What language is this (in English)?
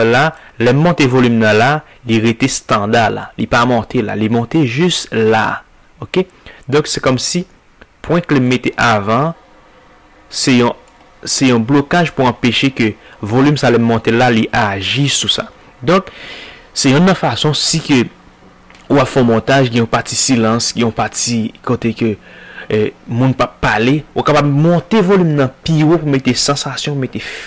Haitian Creole